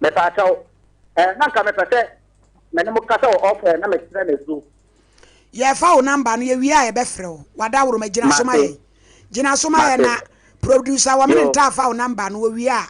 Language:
Akan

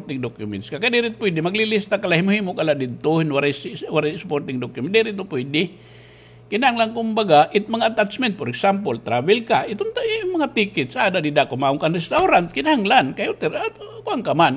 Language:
Waray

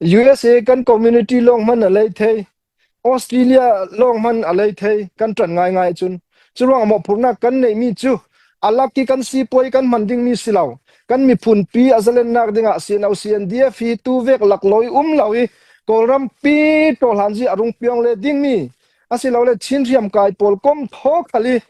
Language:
Falam Chin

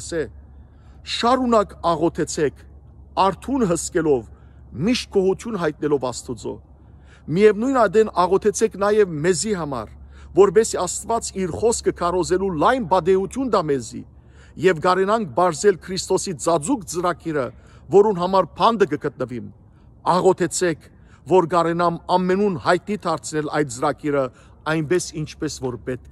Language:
Western Armenian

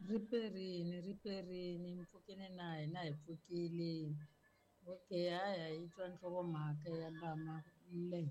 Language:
Tsonga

